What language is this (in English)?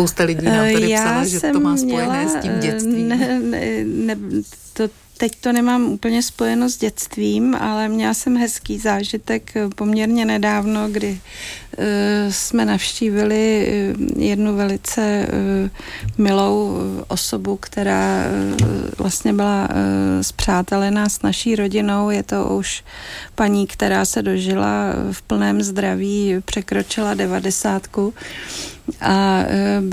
Czech